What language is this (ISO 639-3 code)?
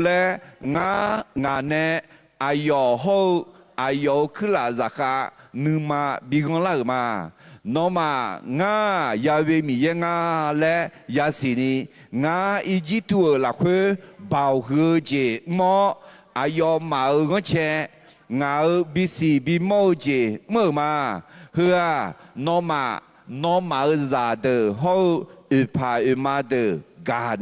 ahk